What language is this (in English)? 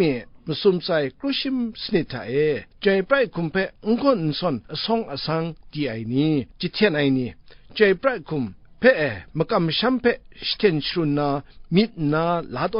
Kachin